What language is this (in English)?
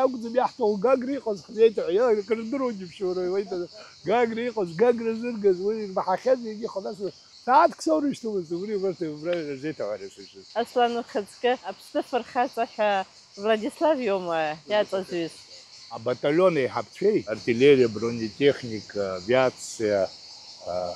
Abkhazian